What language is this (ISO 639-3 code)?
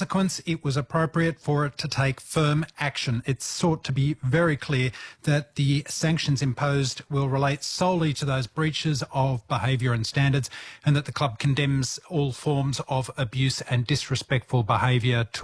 eng